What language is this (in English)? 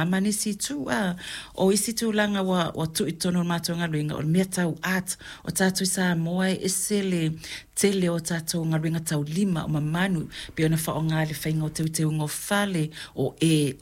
Samoan